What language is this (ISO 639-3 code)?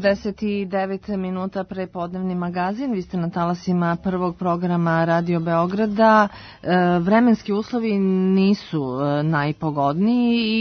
srp